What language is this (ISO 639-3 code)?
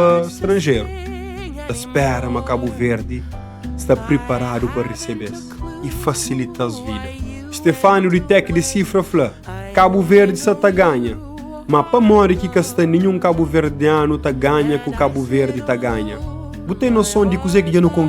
kea